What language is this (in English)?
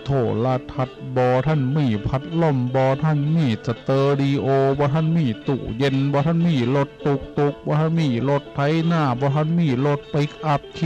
Northeastern Thai